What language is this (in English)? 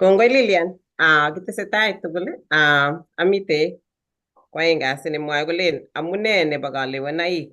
Kalenjin